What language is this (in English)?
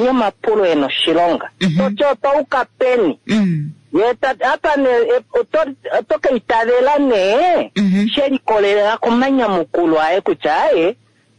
Kuanyama